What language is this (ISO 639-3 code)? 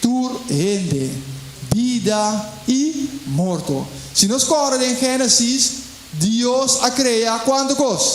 pap